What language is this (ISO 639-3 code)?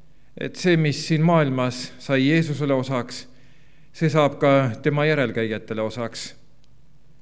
est